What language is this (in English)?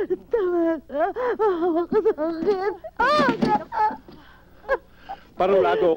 Filipino